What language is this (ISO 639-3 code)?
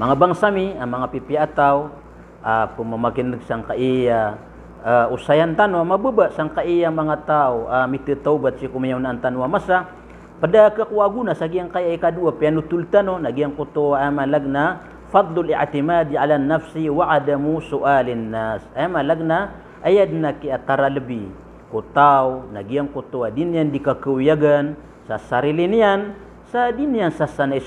mrw